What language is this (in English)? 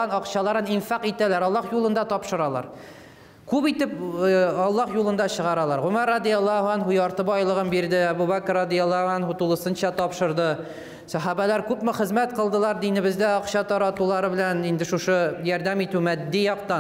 Tatar